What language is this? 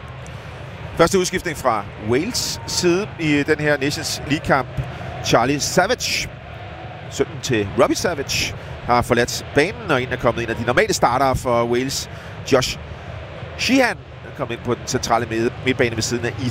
Danish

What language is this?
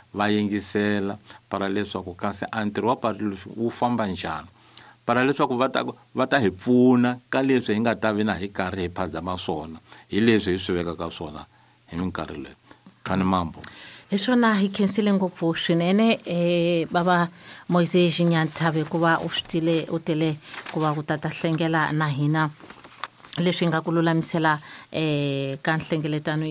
Tsonga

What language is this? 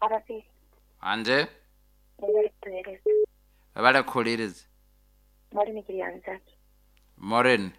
Nyoro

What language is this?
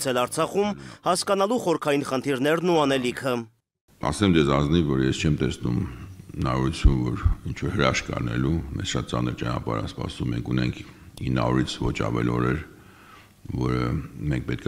Armenian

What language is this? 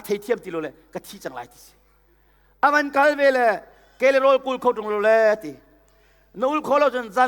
Hakha Chin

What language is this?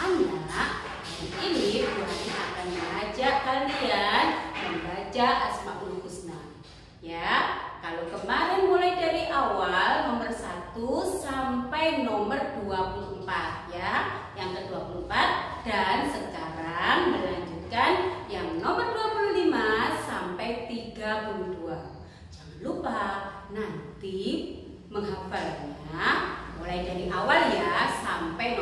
Indonesian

